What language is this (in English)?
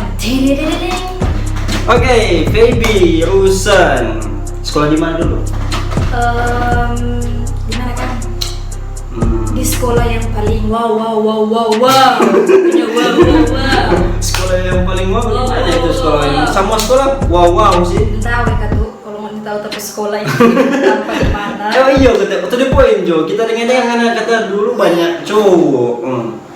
Manado Malay